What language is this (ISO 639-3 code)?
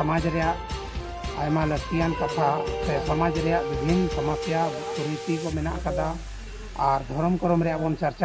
sat